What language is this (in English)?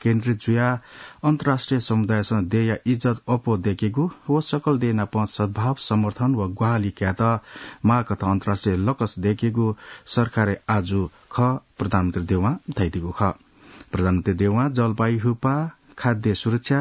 Newari